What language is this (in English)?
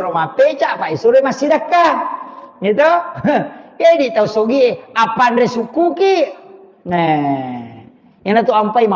Buginese